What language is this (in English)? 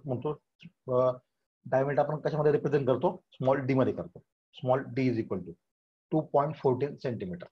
Marathi